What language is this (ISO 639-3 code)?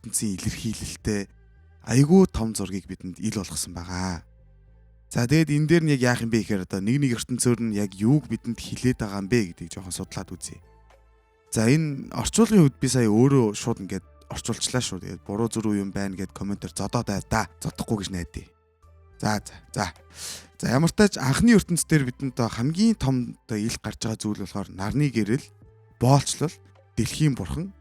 mon